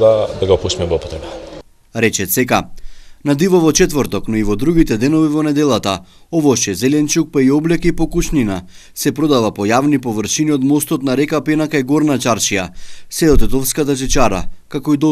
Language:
Macedonian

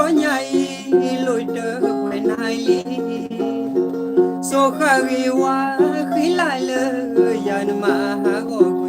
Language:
S'gaw Karen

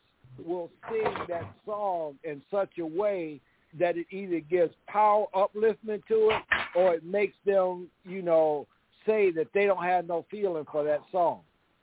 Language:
English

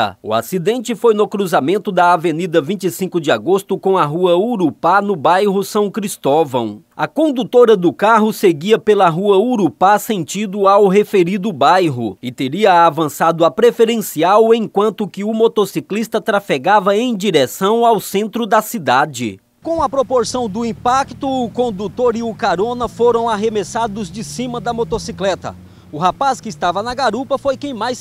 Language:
Portuguese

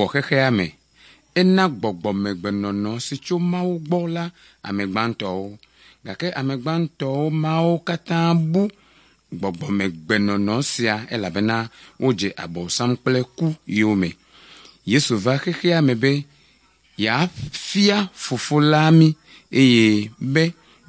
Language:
Ewe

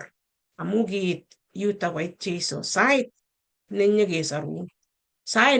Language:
Kalenjin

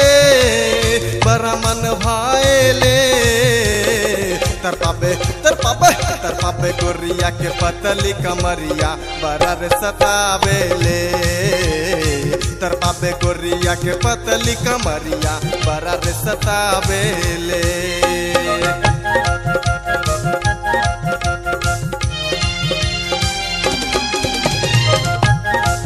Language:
Bhojpuri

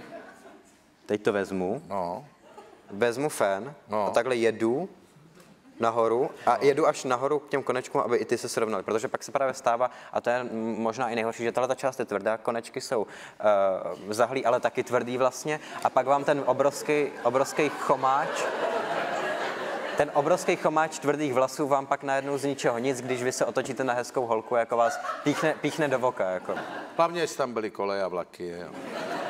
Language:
Czech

